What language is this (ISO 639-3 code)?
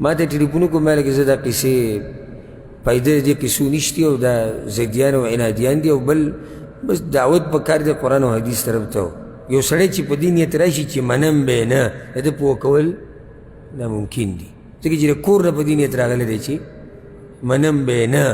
pus